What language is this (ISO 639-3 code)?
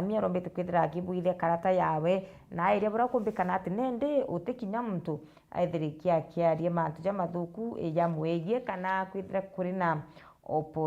mer